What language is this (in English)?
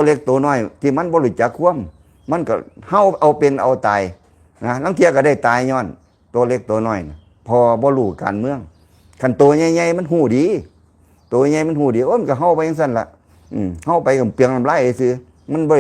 Lao